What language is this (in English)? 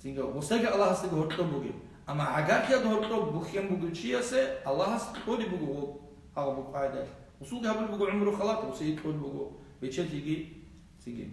Avaric